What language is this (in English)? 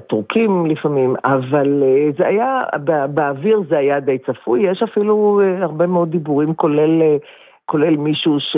Hebrew